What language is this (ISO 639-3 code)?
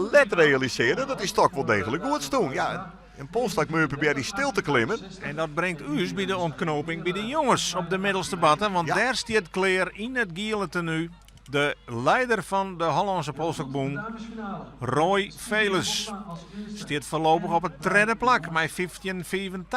fry